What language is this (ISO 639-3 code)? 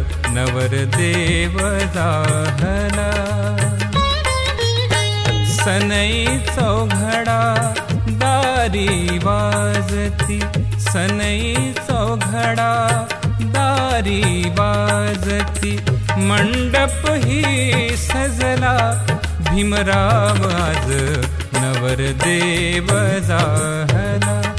mar